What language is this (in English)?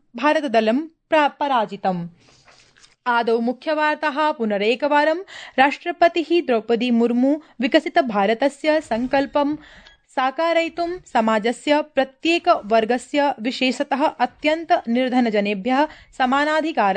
Sanskrit